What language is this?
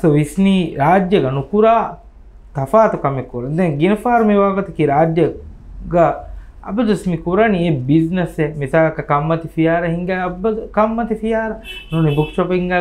Divehi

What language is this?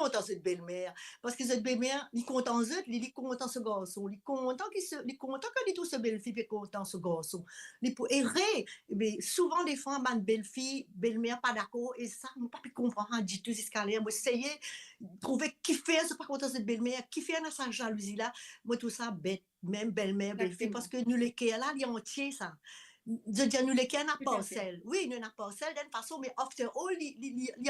Morisyen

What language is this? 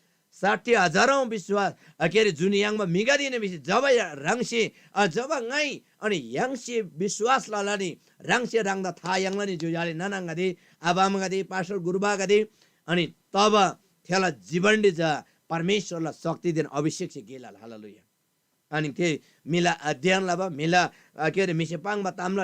Eastern Tamang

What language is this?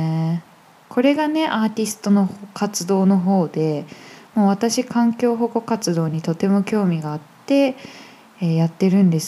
Japanese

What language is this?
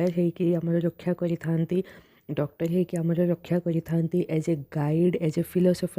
Odia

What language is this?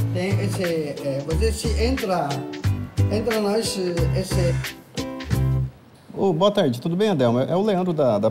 Portuguese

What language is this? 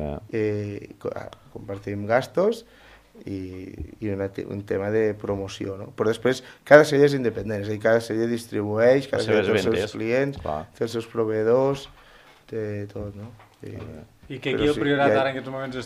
Catalan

